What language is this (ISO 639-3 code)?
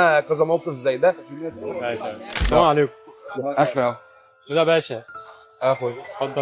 arz